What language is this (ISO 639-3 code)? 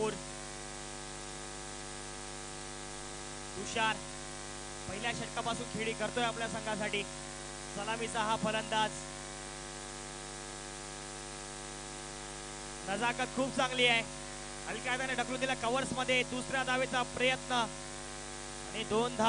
mar